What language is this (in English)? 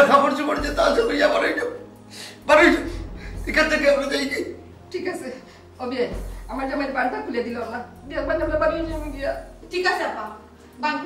Sylheti